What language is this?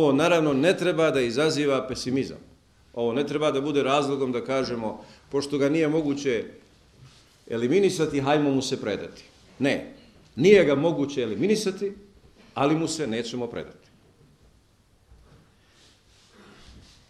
Bosnian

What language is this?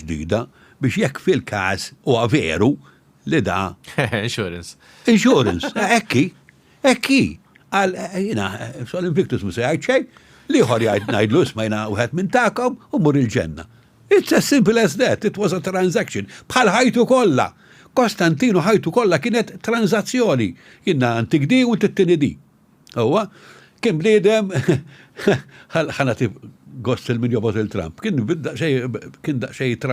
Maltese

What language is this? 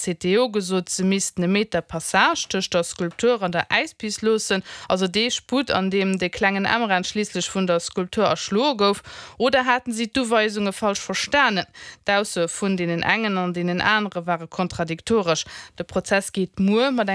Luxembourgish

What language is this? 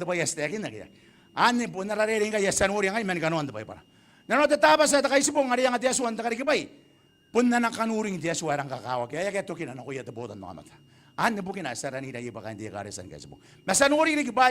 Gilbertese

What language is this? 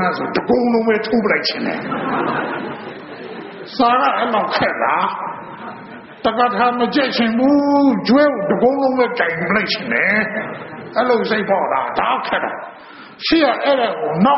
Burmese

